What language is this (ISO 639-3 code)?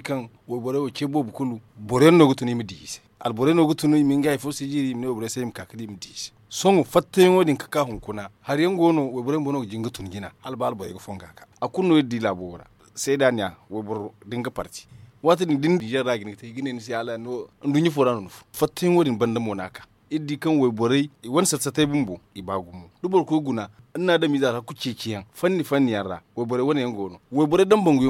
dje